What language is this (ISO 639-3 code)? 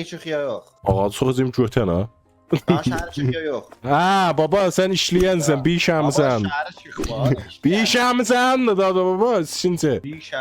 azb